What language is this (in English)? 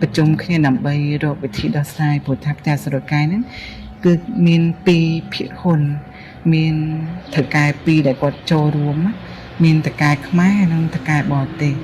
Khmer